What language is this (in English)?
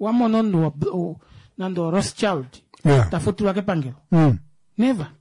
Kuanyama